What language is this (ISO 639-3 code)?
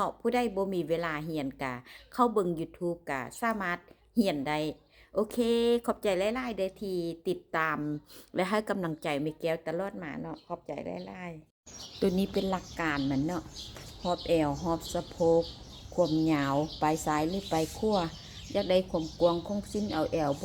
lao